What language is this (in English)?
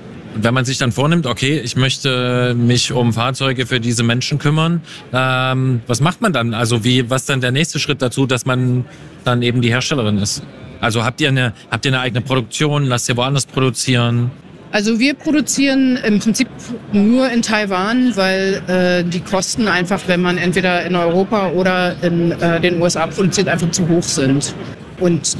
German